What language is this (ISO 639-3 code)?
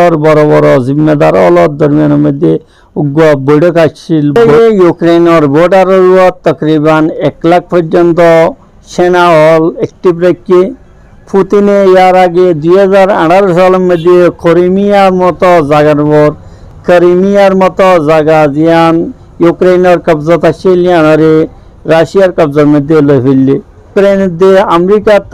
rhg